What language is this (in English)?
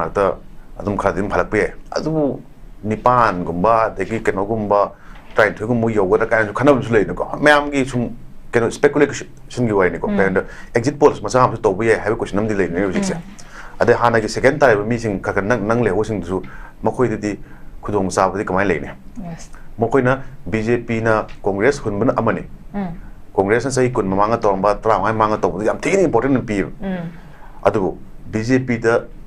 Manipuri